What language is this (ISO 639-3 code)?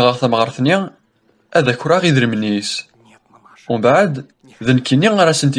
kab